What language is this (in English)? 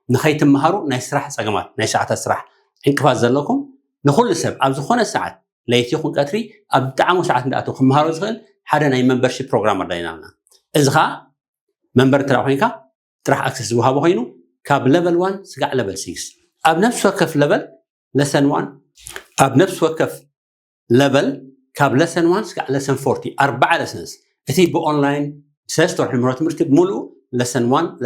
Tigrinya